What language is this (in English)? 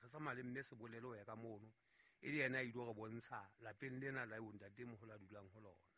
Southern Sotho